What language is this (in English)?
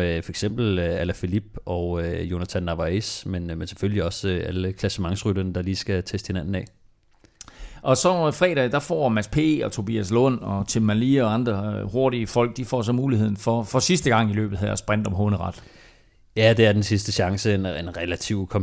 Danish